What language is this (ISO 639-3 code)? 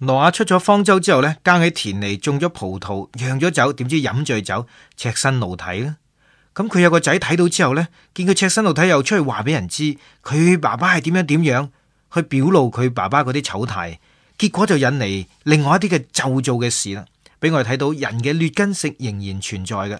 yue